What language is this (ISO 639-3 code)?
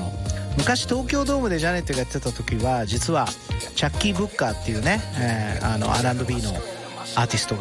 jpn